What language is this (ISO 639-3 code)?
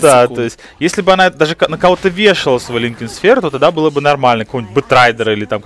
rus